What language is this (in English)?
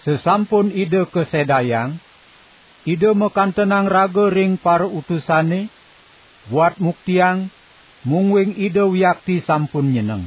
Balinese